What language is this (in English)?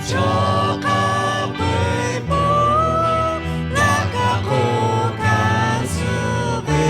Lahu